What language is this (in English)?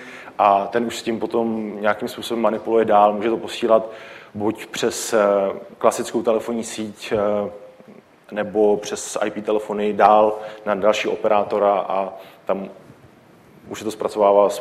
Czech